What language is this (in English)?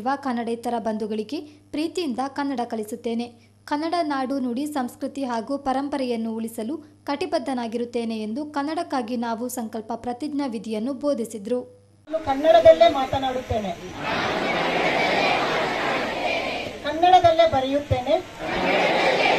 Kannada